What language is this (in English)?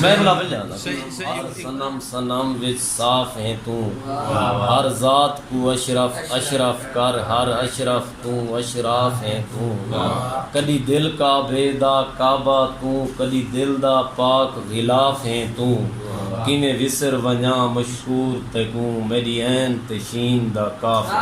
Saraiki